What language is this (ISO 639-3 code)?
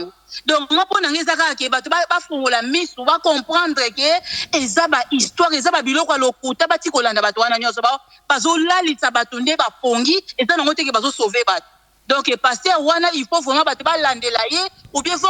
lin